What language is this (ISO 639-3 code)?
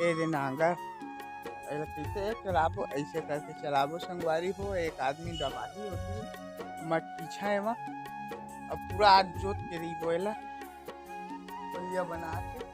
hne